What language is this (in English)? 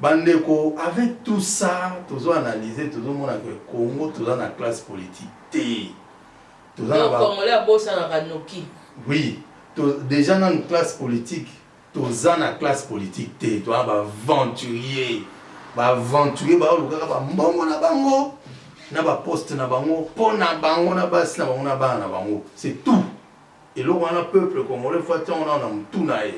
Lingala